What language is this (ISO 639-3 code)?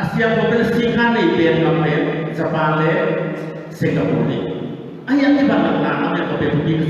ctd